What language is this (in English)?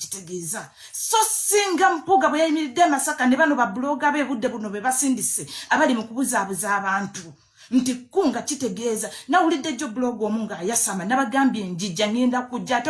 Ganda